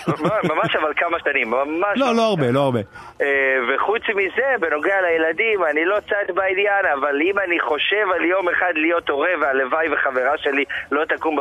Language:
Hebrew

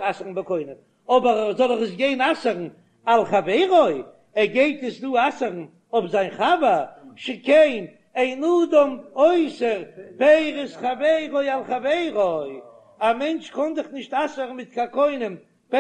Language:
Yiddish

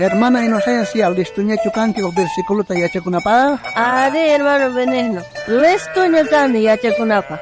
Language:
South Bolivian Quechua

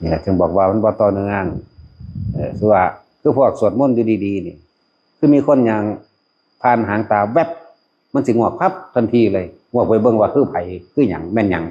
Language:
Northeastern Thai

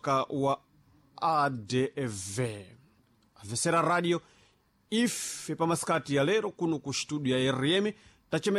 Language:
Sena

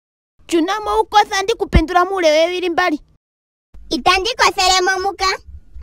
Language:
Ndonga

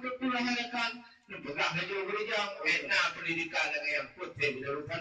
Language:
Achinese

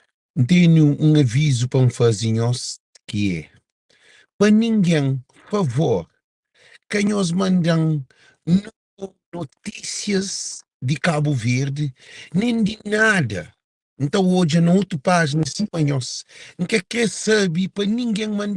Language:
Kabuverdianu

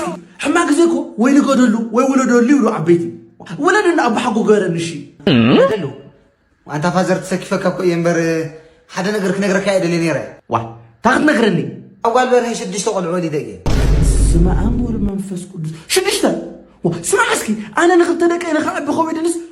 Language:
Tigrinya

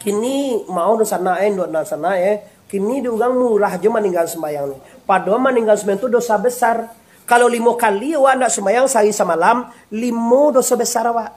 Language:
Minangkabau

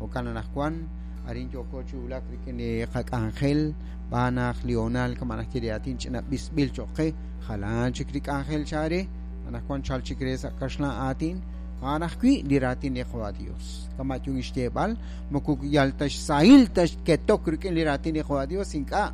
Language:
Kekchí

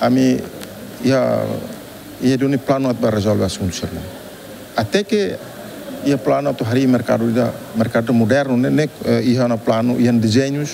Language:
Tetum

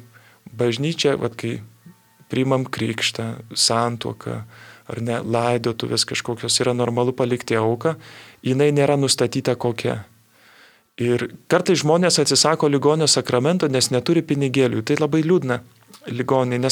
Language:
Lithuanian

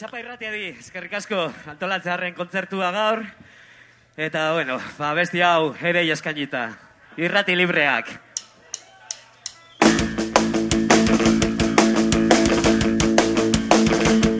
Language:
Basque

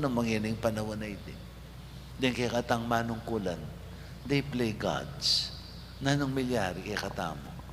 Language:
Pampanga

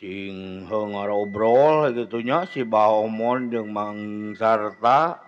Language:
Sundanese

